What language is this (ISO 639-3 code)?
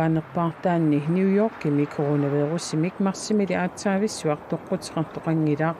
kal